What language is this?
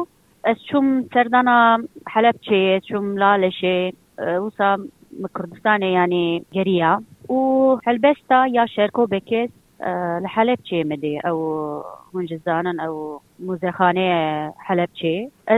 Kurdish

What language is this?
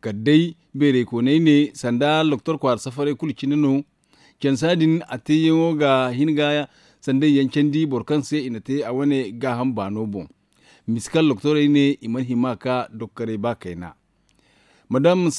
Zarma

